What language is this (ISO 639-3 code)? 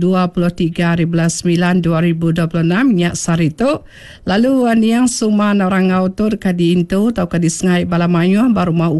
iba